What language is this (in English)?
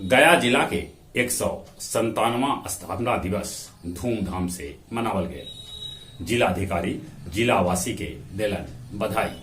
Magahi